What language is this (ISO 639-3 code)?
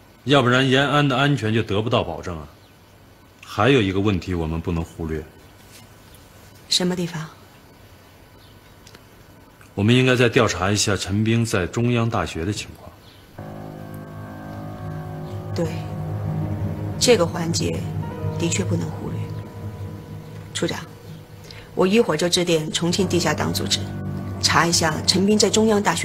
zho